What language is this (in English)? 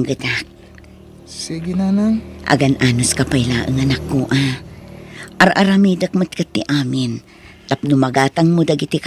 Iloko